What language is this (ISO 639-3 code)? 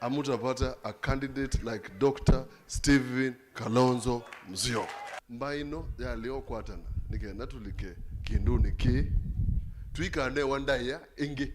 kam